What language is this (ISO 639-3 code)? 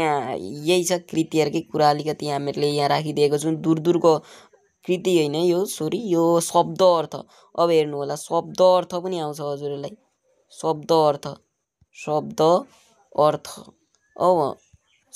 nep